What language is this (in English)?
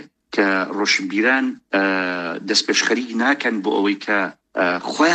Central Kurdish